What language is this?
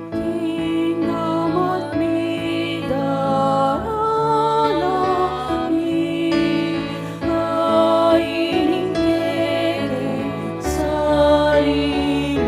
Pampanga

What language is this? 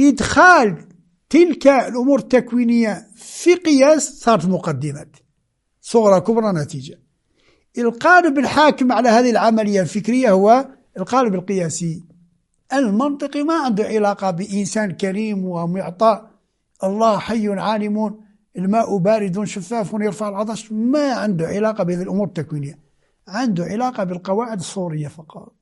Moroccan Arabic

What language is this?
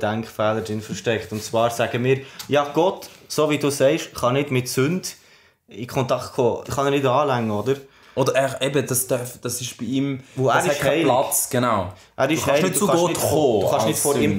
Swiss German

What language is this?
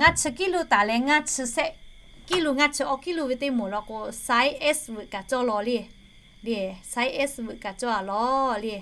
Lahu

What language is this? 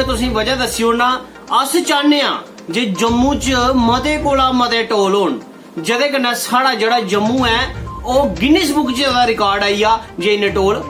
Dogri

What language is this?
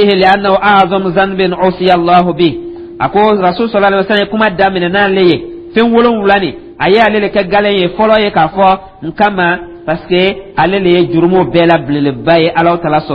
Dyula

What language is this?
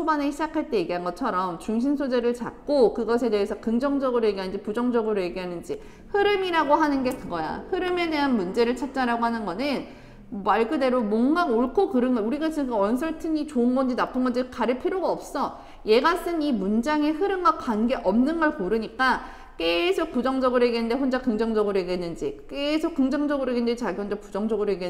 Korean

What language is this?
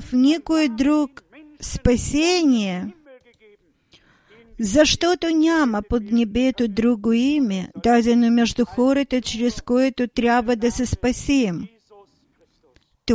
Bulgarian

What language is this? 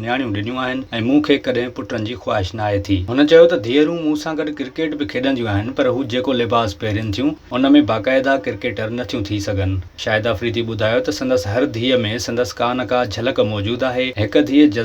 Sindhi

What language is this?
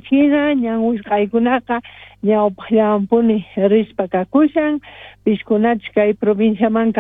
South Bolivian Quechua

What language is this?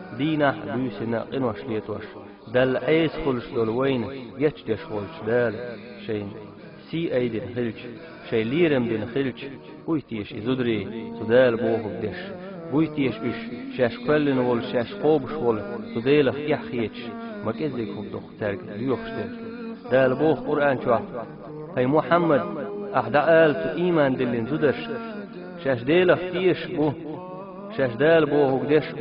Chechen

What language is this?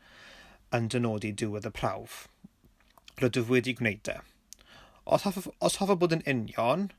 Welsh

